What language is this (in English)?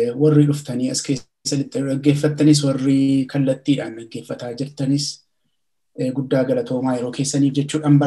Oromo